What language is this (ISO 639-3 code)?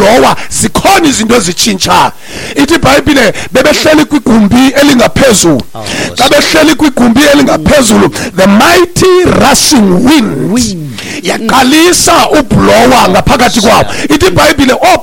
xho